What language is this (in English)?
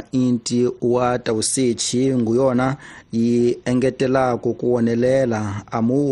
Tsonga